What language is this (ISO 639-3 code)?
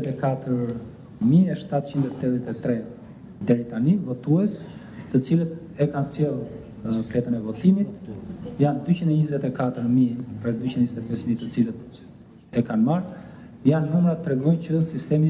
sqi